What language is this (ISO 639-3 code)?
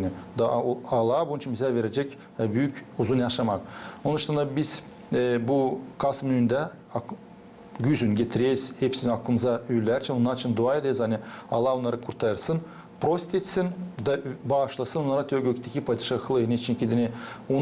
gag